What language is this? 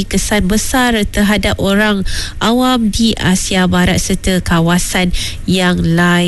Malay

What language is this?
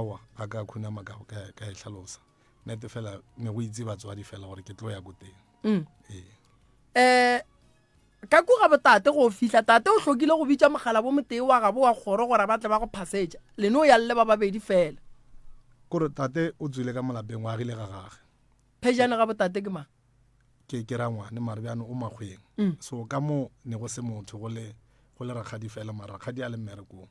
Northern Sotho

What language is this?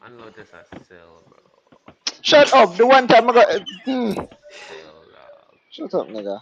Jamaican Creole English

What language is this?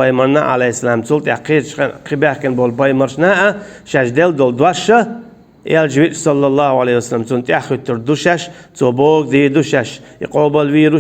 Chechen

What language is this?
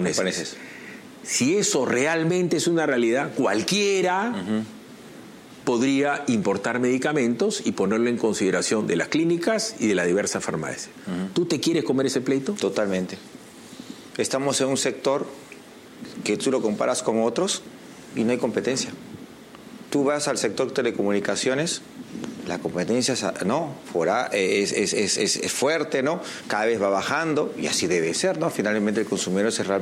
Spanish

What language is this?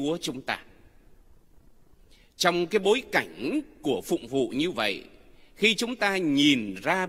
Vietnamese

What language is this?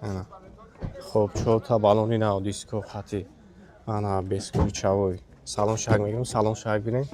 Tajik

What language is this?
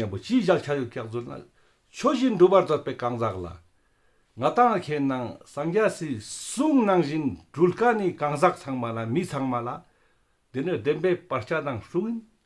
Ladakhi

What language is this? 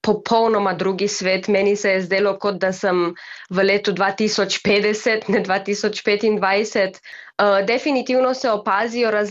Slovenian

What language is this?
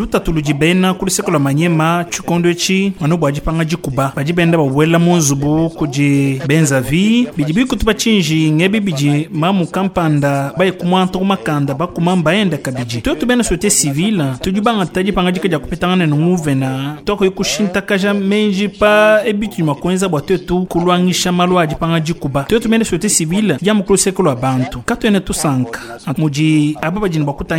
Luba-Lulua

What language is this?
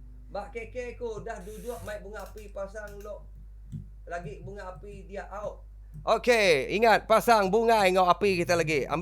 Iban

